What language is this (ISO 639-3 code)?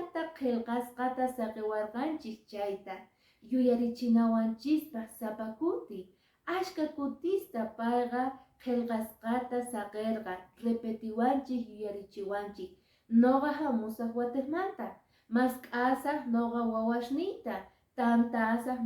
que